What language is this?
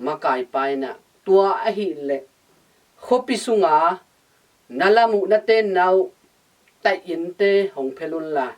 Tedim Chin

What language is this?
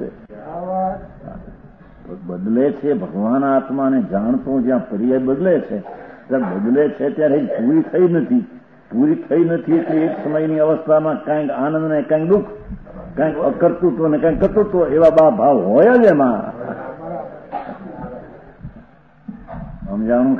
Gujarati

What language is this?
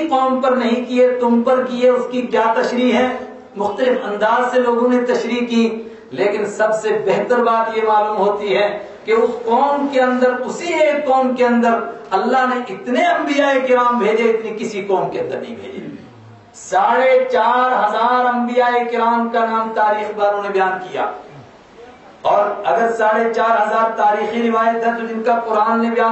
Urdu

